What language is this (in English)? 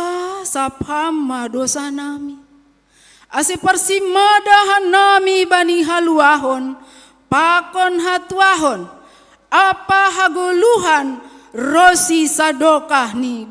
Batak Simalungun